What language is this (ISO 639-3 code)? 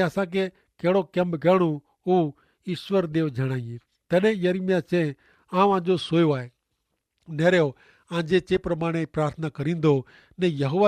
kfr